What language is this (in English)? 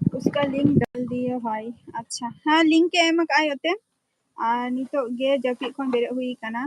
Santali